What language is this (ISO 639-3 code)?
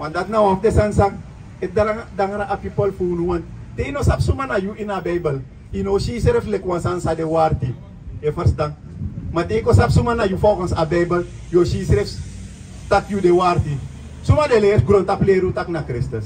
srn